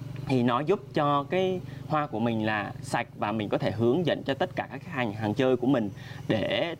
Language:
Vietnamese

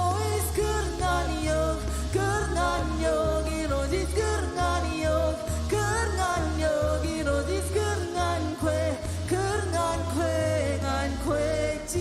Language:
Marshallese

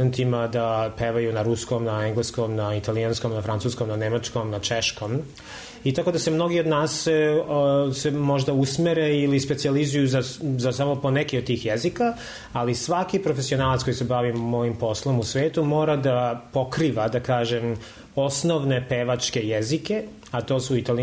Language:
Serbian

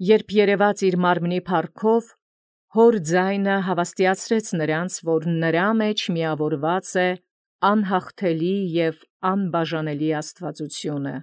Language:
Armenian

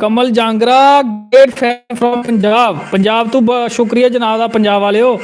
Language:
Dogri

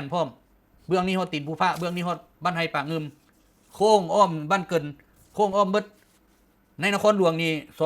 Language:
Lao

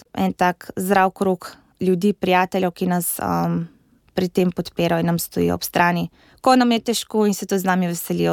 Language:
Slovenian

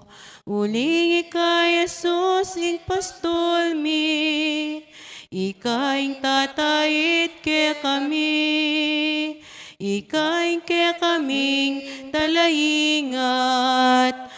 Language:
Pampanga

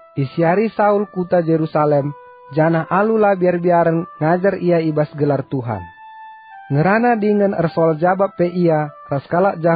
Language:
Batak Karo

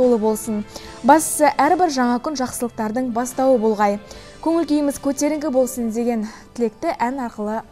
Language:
Kazakh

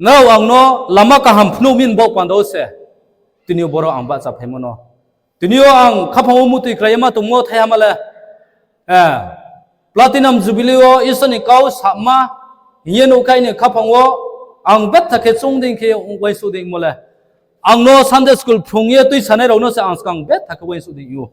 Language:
Riang (India)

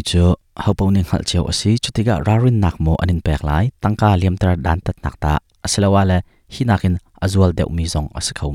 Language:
Hakha Chin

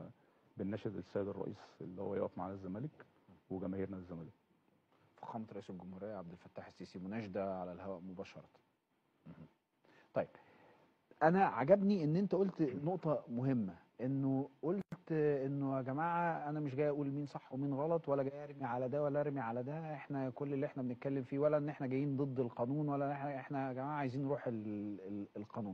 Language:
Egyptian Arabic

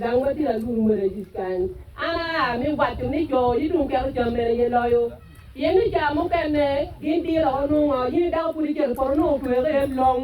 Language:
Acoli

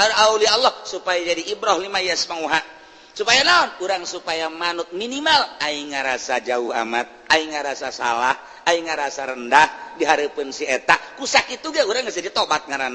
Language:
Sundanese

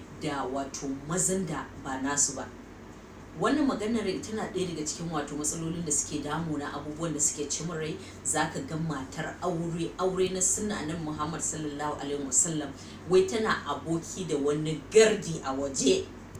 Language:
Hausa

